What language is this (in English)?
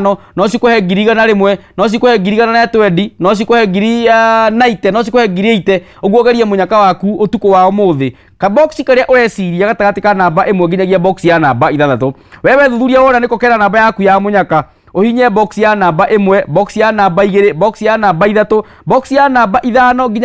Kikuyu